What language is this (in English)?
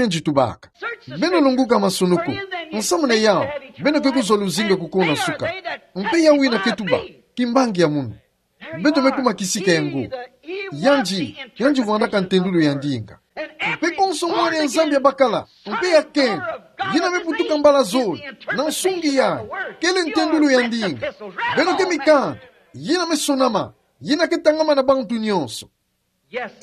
Kituba (Democratic Republic of Congo)